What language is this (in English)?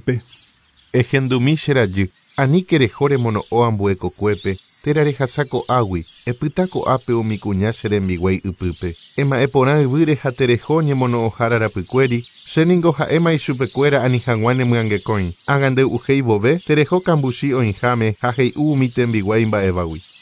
Guarani